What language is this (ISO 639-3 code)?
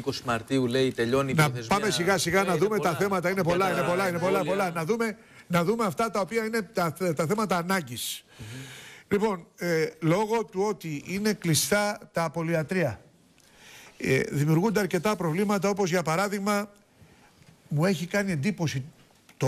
ell